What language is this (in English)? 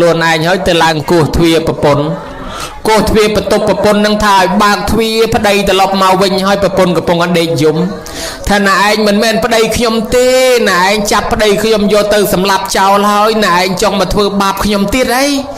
Khmer